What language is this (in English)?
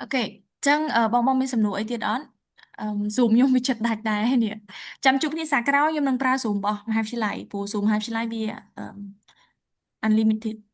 Khmer